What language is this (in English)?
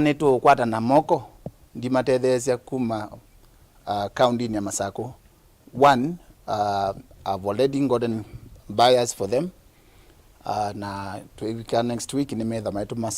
Kamba